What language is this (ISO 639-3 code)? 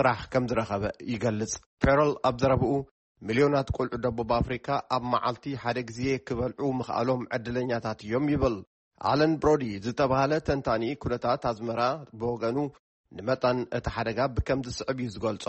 tir